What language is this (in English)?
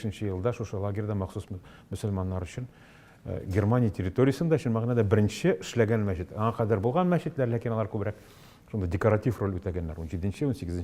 Tatar